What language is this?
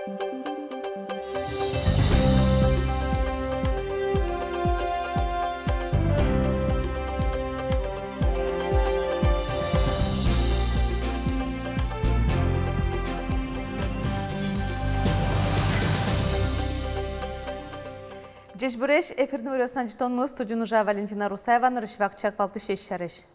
Udmurt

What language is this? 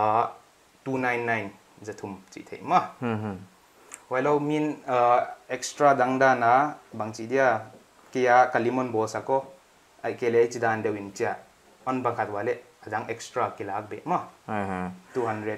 Paite Chin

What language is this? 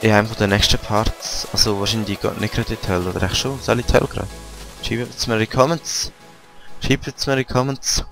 Swiss German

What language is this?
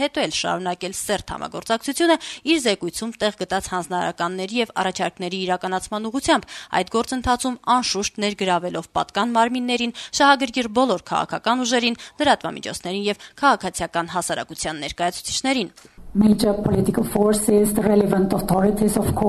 Armenian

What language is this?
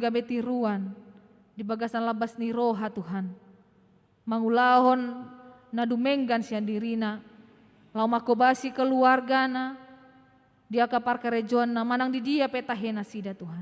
Batak Toba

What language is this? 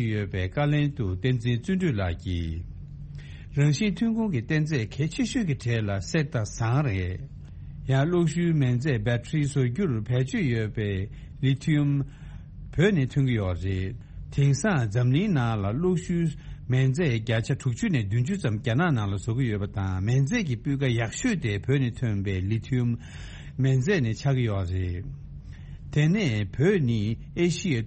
Tibetan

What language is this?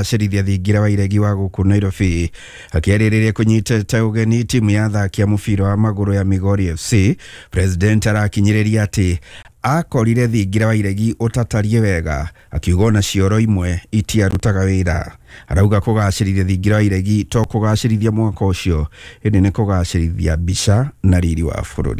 Kikuyu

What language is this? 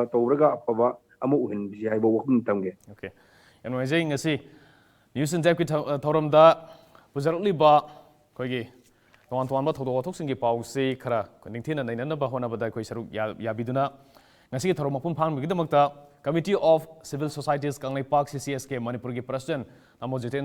Manipuri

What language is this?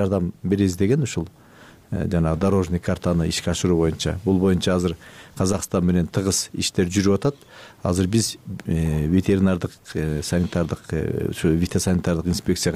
Kyrgyz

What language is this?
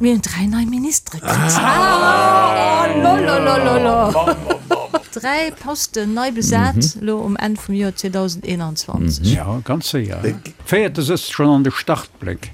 Luxembourgish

